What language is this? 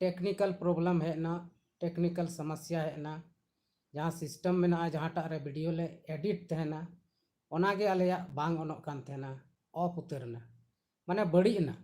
Santali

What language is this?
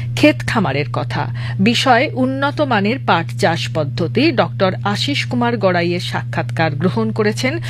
Bangla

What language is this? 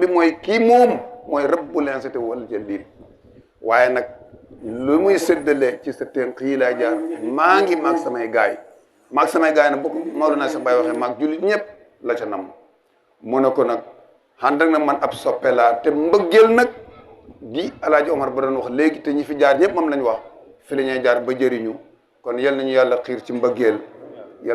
Wolof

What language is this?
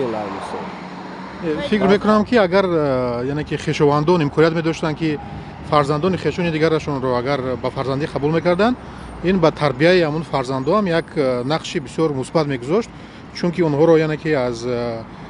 Tajik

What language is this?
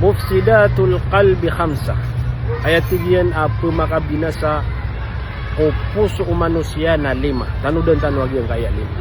Maranao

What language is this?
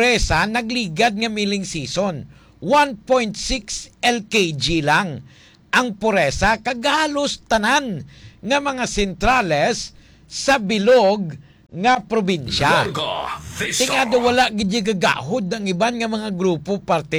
Hiligaynon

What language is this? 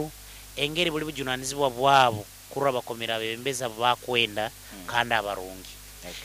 Nyoro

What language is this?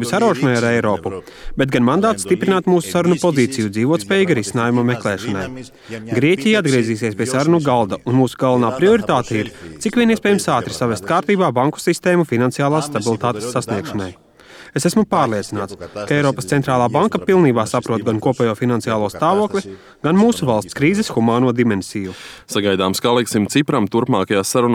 Latvian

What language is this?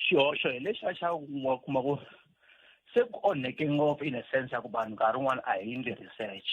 Tsonga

